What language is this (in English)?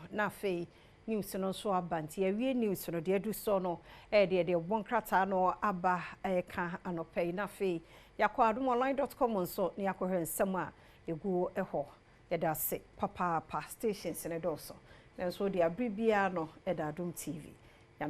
Akan